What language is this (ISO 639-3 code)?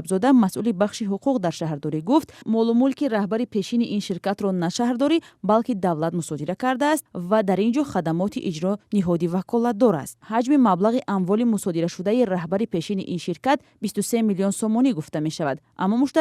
tgk